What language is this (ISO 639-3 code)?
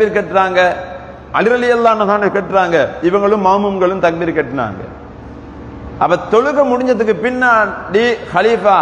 tam